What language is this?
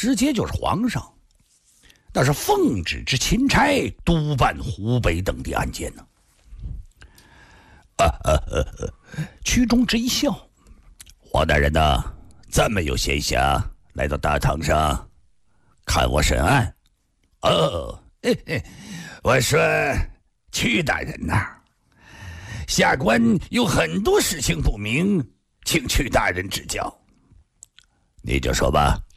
Chinese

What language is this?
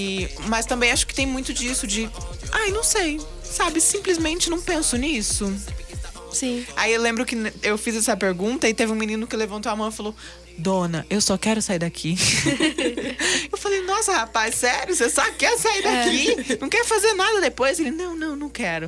Portuguese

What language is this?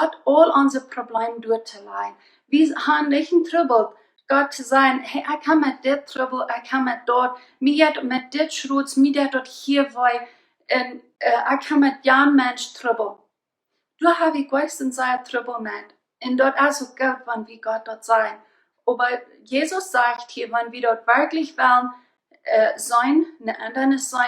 Plautdietsch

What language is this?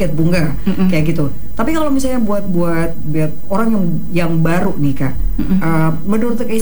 Indonesian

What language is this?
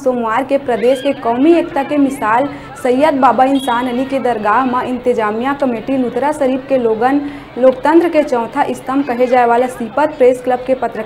Chhattisgarhi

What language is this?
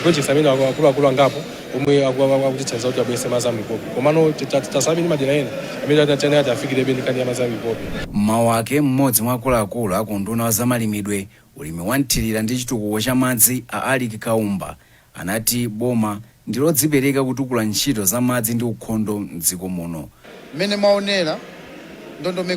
Nyanja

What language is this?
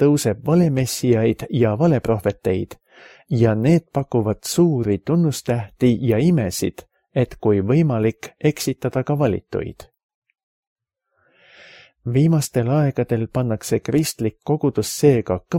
Estonian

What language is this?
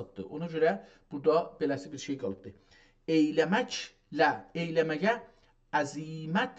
South Azerbaijani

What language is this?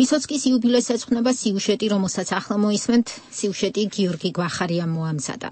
Georgian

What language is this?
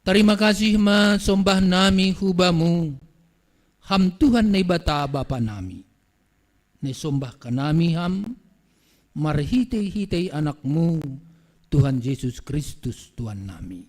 Batak Simalungun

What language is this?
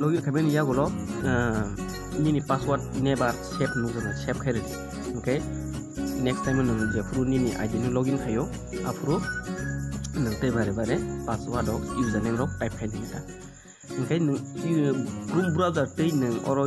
Kok Borok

